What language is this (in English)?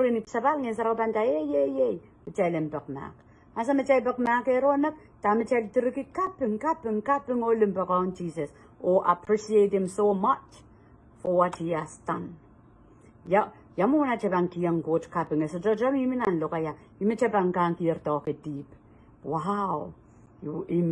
Pohnpeian